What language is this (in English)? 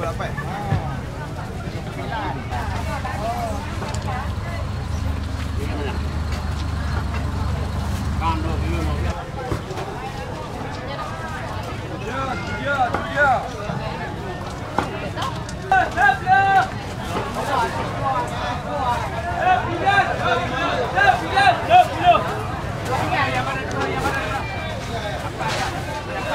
Malay